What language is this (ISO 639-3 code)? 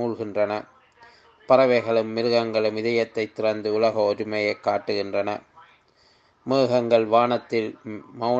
tam